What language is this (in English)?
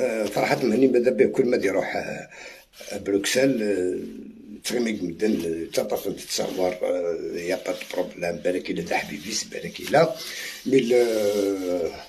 Algerian Arabic